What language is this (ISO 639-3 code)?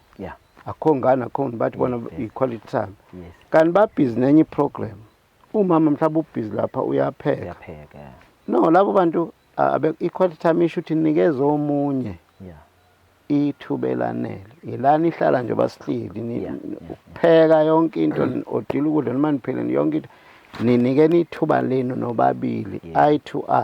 zul